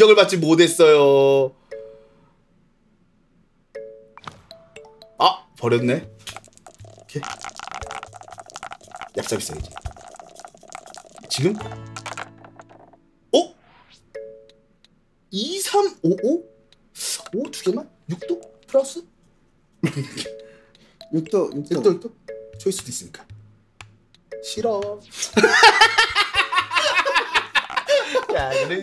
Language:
Korean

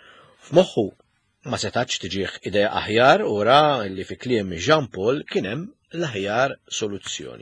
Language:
Maltese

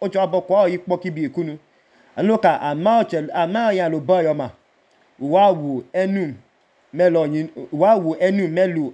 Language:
Idoma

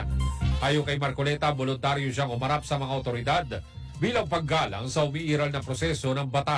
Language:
Filipino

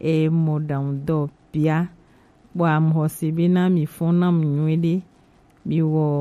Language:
Gen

